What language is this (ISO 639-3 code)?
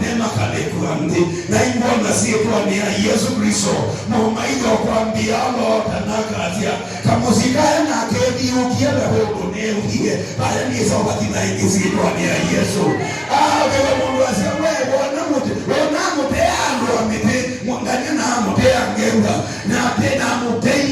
kam